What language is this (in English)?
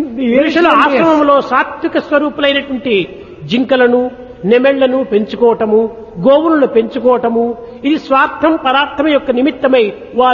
Telugu